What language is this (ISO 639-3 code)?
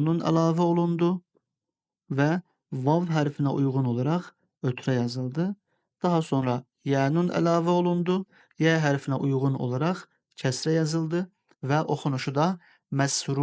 aze